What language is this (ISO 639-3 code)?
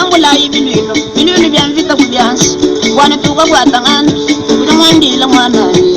lua